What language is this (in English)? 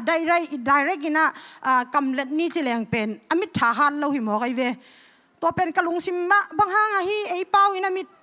Tedim Chin